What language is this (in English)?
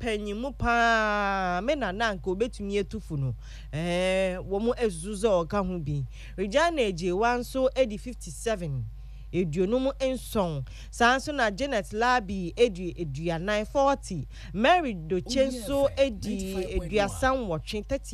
Akan